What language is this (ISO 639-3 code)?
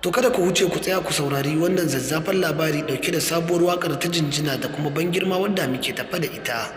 hau